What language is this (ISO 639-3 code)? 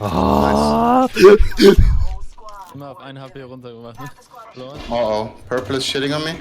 gsw